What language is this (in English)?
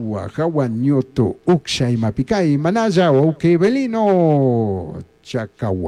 Chimborazo Highland Quichua